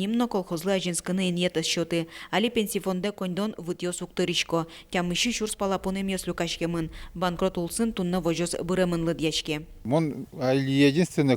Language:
Udmurt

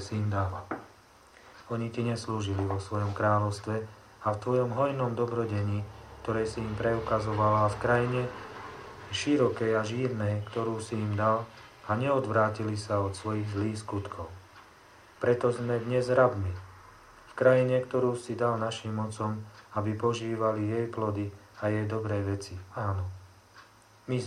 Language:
Slovak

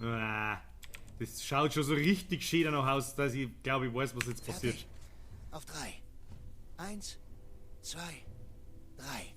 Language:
Bavarian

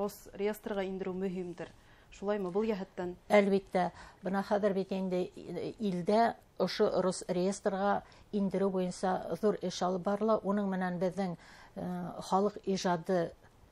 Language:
Bashkir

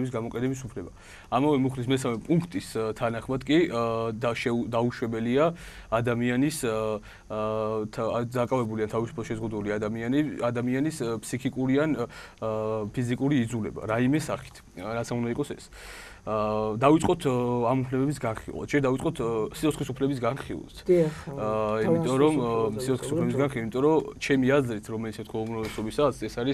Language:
Georgian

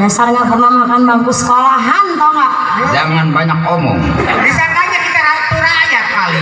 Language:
Betawi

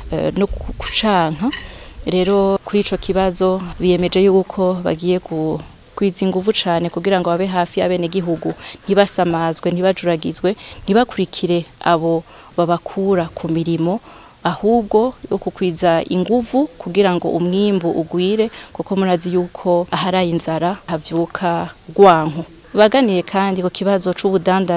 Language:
Rundi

